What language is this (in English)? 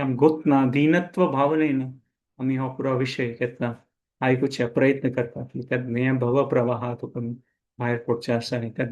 Konkani